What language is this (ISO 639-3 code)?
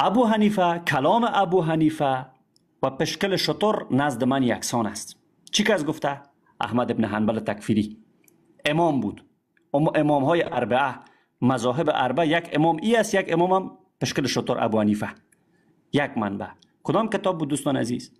fas